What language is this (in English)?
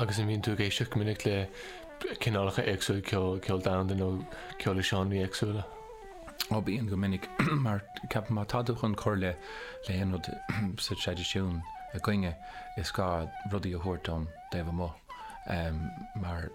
Irish